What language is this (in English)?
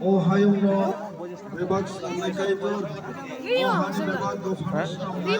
Kok Borok